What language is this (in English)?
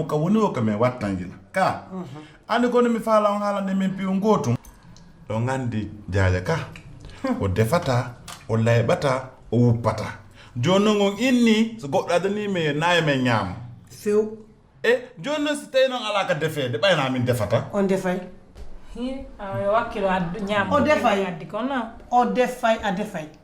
Fula